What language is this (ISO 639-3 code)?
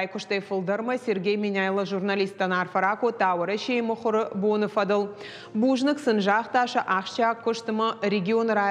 oss